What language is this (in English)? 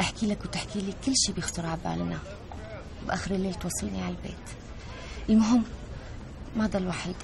North Levantine Arabic